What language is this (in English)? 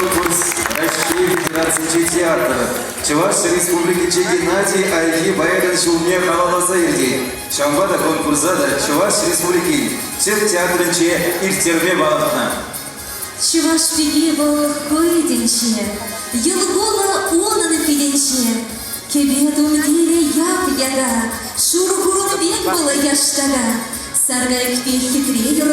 Chuvash